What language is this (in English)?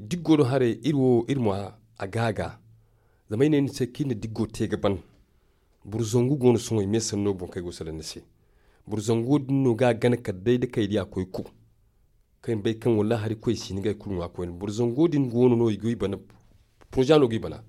Zarma